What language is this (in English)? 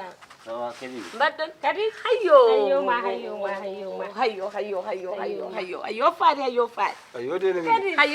Fula